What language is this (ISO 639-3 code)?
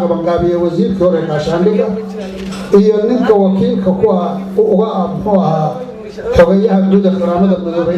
som